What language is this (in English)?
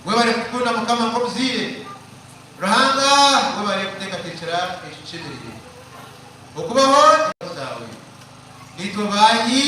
Nyankole